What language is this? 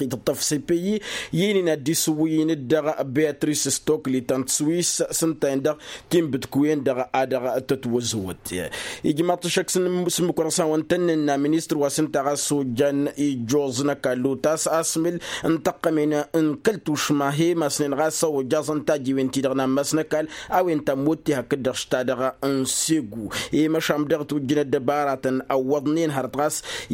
Tamasheq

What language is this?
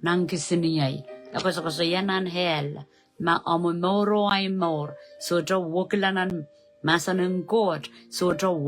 Pohnpeian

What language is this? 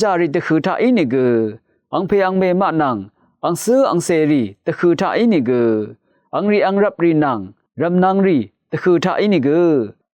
Rawang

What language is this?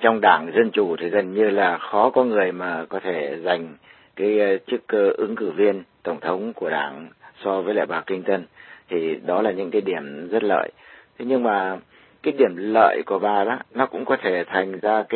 Vietnamese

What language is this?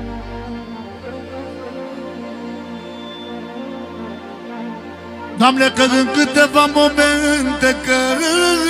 Romanian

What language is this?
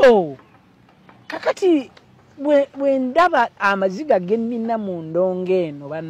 Ganda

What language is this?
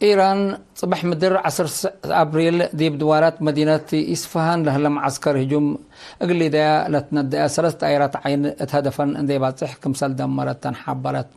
Tigre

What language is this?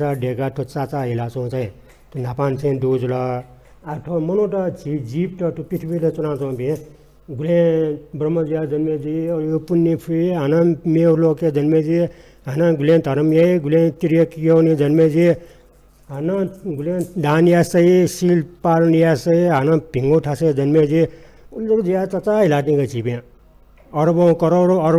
Newari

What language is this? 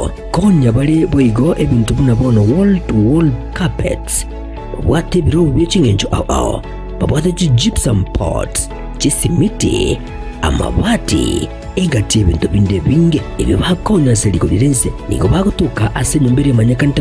Gusii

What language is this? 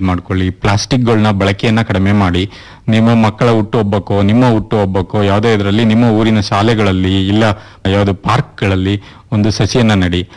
Kannada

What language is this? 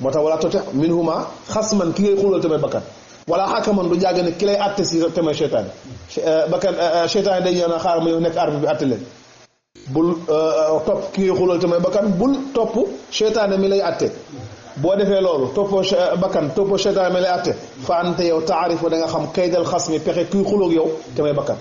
Wolof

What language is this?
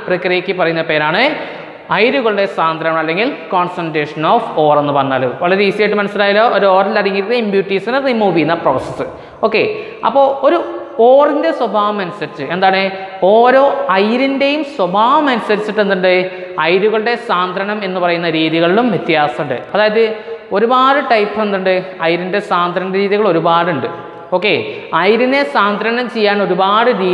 Malayalam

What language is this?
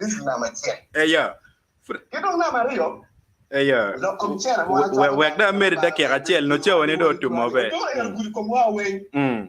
Acoli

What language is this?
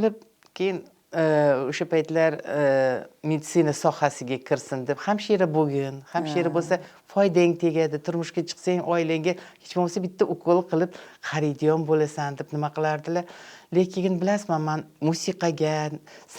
Uzbek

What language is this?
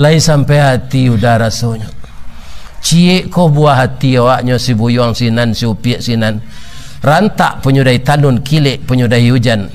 Minangkabau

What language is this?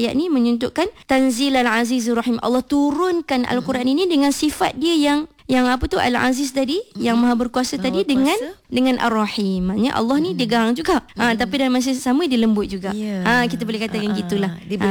Malay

